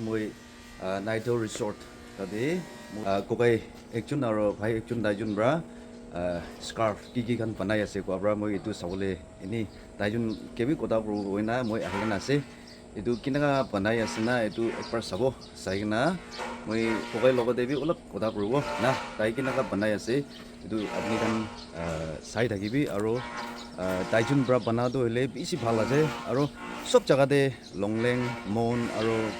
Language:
Naga Pidgin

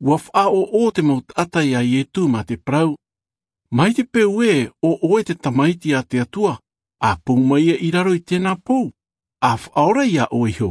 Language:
Tahitian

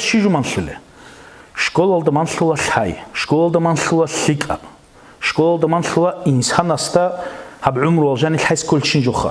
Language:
Avaric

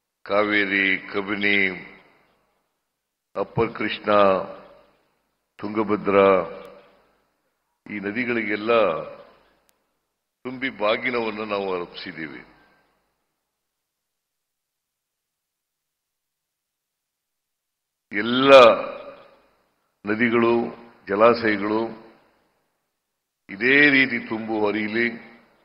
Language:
Kannada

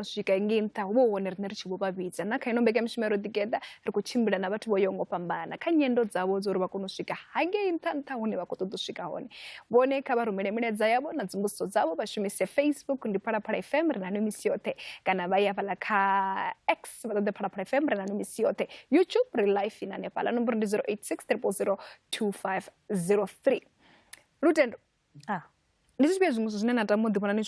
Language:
Venda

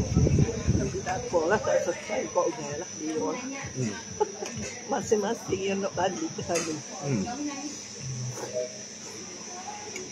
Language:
Malay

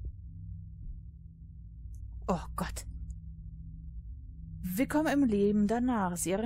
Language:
German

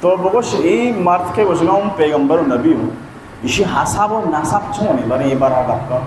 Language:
Baluchi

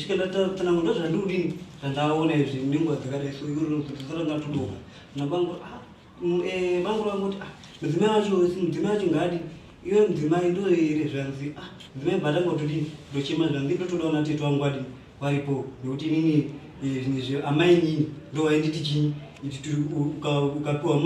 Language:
Shona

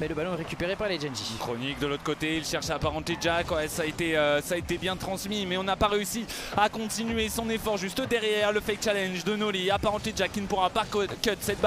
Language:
French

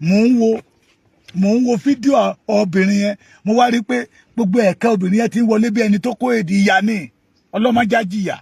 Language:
Yoruba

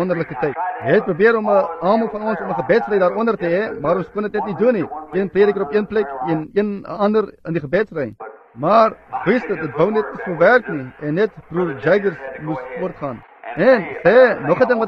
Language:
Afrikaans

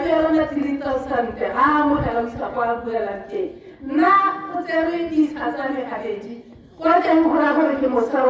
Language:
Tswana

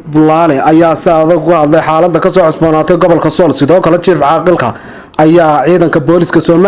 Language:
Somali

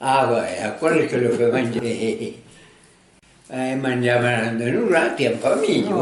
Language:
Occitan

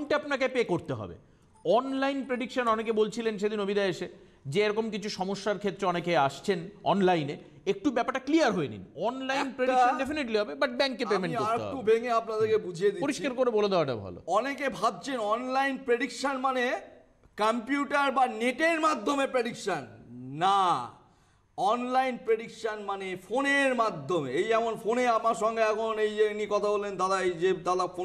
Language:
Bangla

